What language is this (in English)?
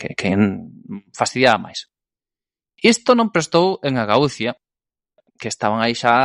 Galician